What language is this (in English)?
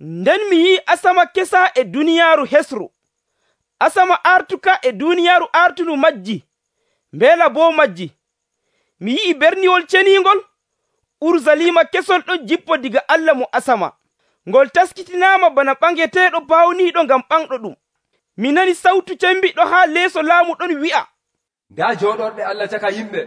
Nigerian Fulfulde